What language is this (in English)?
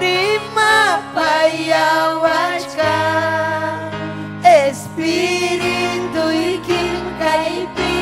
Ayacucho Quechua